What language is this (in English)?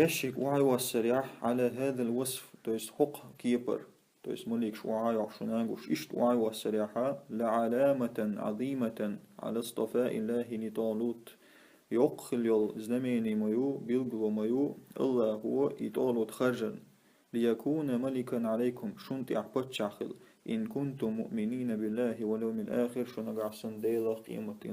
Chechen